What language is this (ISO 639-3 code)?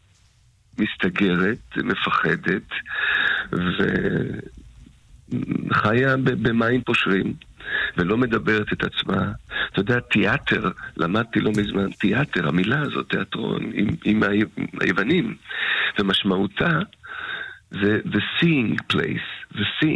heb